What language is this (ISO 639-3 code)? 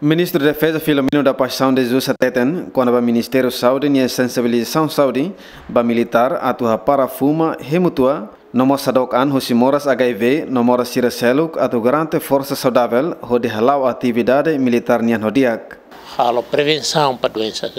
tet